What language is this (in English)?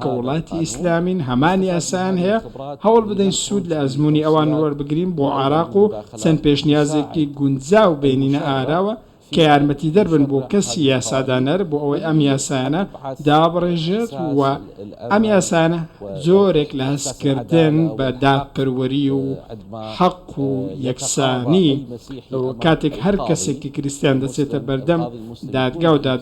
Central Kurdish